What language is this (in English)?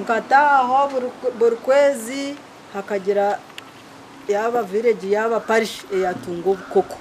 Nyankole